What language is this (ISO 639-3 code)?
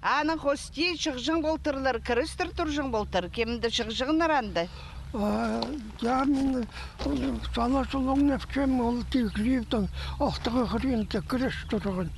kjh